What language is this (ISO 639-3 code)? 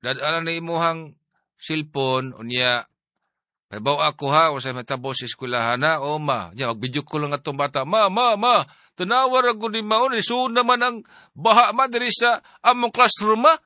ceb